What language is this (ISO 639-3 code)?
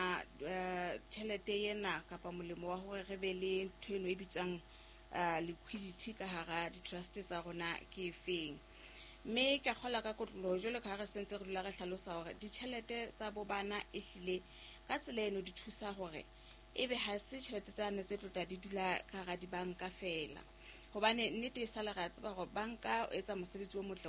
sot